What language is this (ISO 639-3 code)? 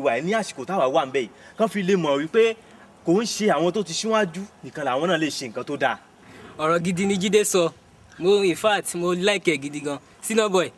yor